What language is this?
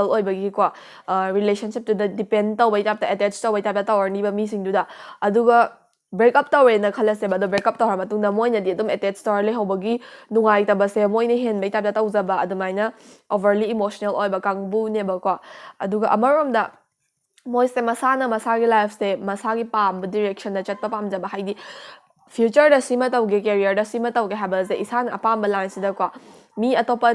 Manipuri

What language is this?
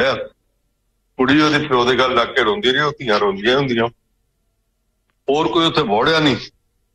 Punjabi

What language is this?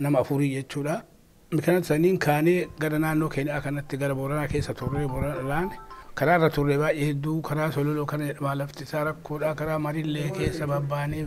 Oromo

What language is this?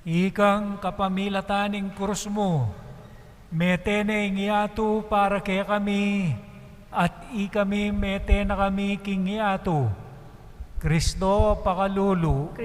Pampanga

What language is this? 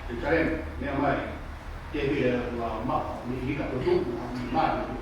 Tongan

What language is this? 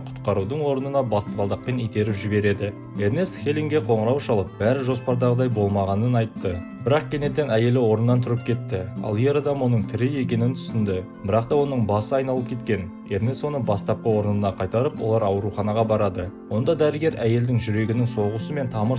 Kazakh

